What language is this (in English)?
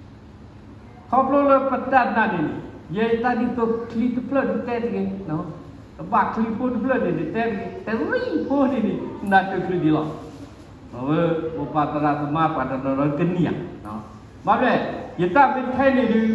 S'gaw Karen